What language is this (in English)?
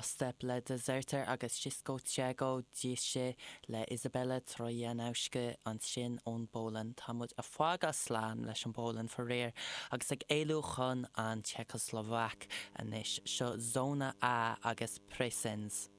Irish